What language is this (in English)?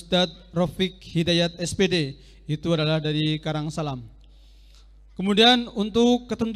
Indonesian